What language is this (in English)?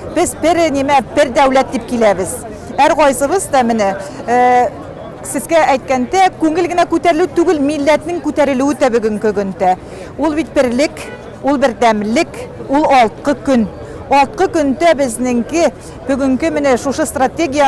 Tatar